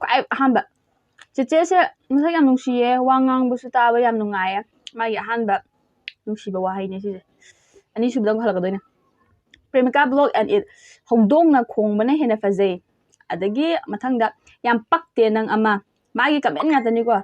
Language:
Manipuri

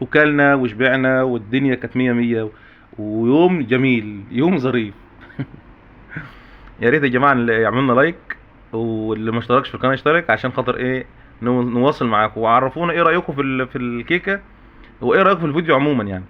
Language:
Egyptian Arabic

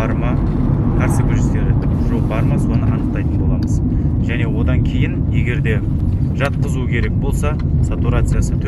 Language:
Kazakh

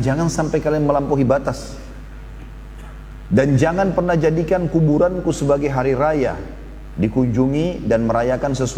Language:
Indonesian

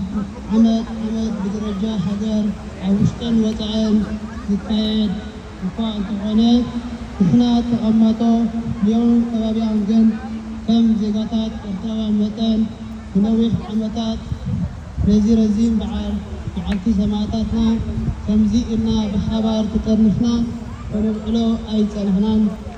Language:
Tigrinya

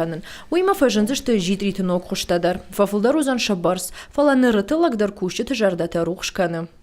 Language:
Ossetic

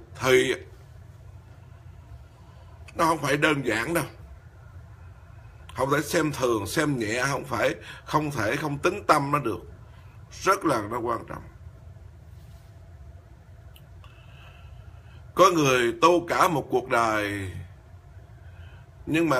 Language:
Vietnamese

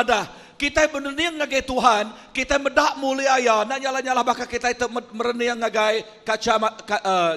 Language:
Iban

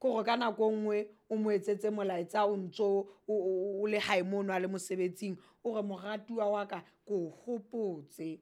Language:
Southern Sotho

